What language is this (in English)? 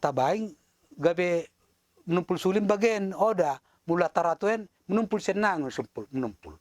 Batak Dairi